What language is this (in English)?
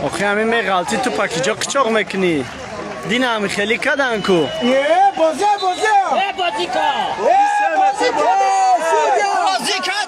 Tajik